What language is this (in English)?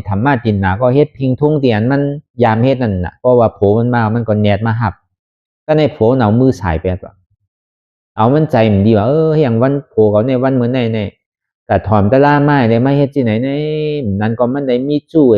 Shan